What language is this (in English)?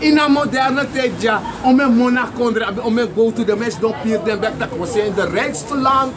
Sranan Tongo